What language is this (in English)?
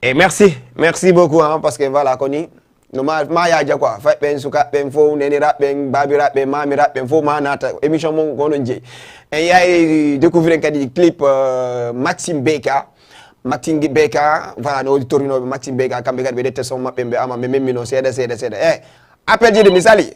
Fula